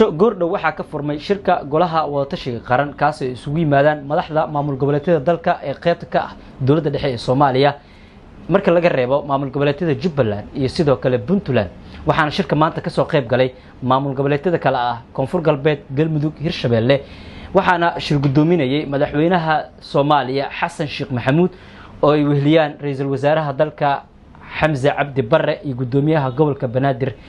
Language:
Somali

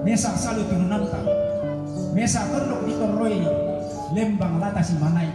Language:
Toraja-Sa'dan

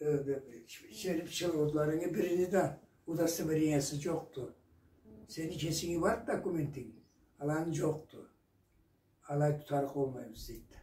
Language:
Karachay-Balkar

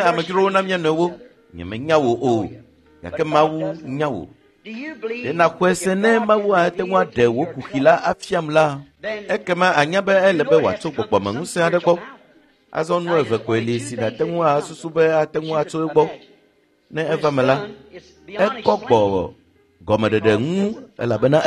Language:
Ewe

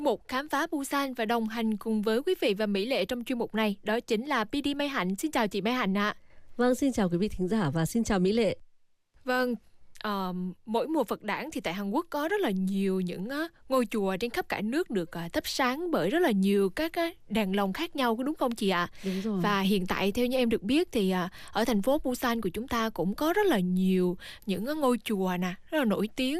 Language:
Vietnamese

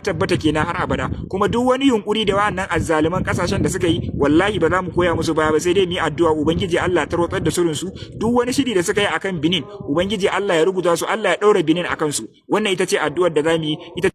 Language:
Hausa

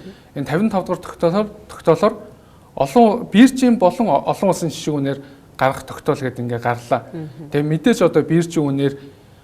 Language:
Mongolian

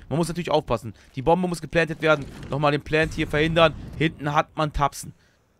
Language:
German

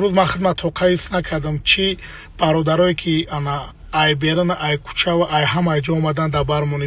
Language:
Tajik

